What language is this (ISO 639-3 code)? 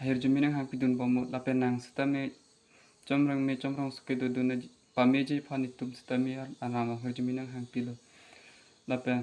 mjw